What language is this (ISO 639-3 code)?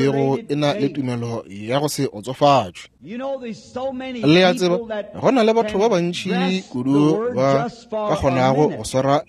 nso